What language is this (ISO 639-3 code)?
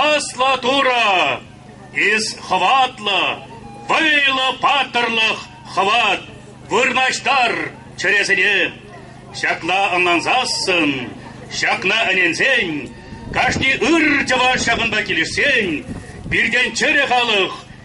chv